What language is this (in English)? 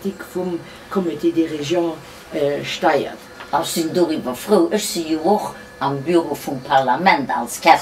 Luxembourgish